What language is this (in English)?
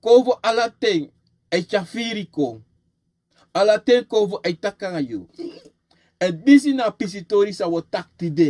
Sranan Tongo